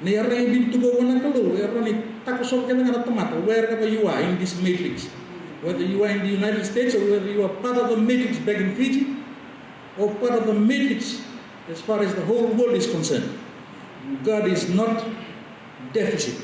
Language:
Fijian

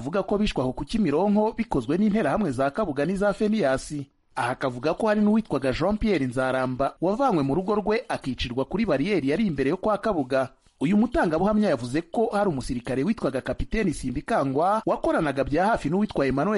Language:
Kinyarwanda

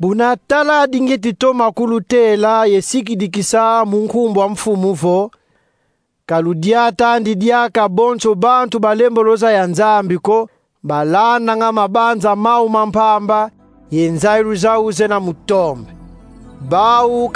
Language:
Kongo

